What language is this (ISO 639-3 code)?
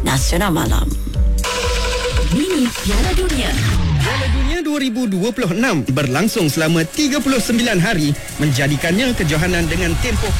msa